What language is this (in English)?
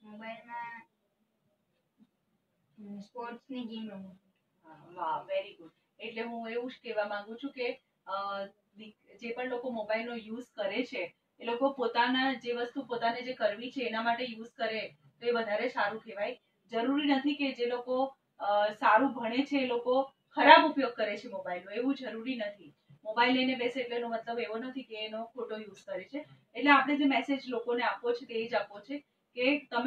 Gujarati